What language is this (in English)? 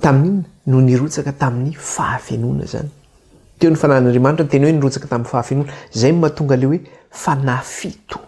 Malagasy